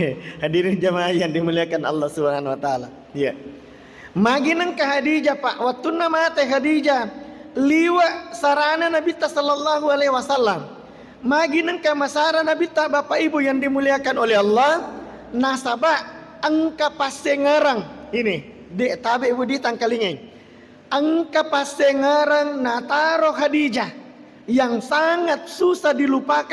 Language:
Buginese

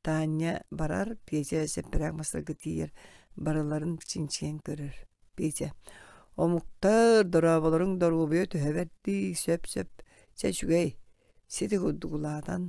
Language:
Yakut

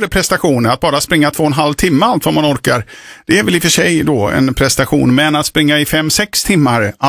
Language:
Swedish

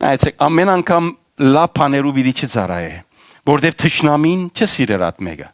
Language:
Western Armenian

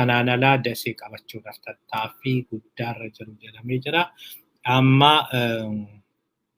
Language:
Oromo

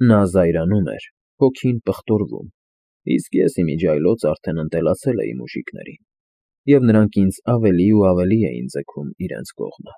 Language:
Armenian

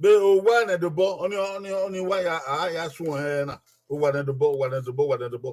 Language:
Bini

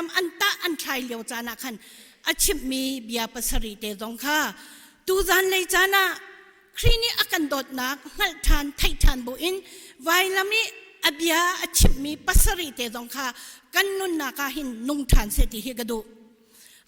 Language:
Hakha Chin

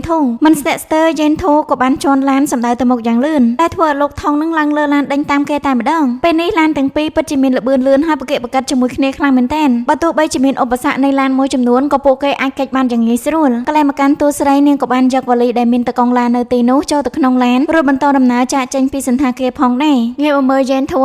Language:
Khmer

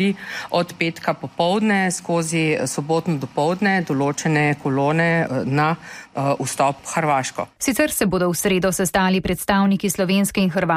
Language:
Slovenian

